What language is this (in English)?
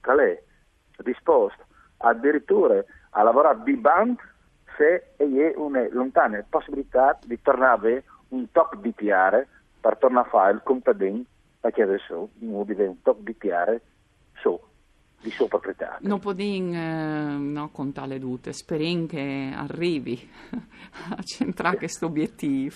Friulian